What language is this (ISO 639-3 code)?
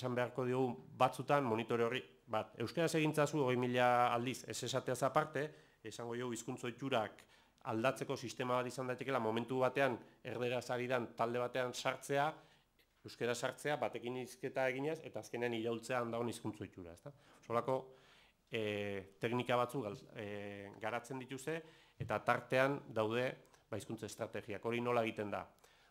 eus